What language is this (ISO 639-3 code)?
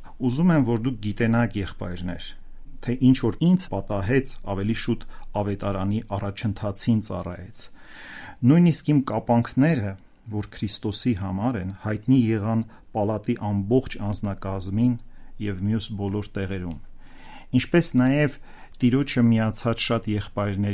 hye